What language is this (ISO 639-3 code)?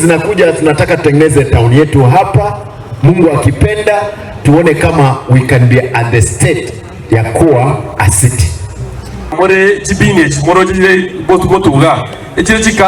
guz